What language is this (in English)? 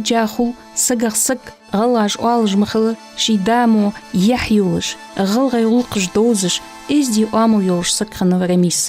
Ingush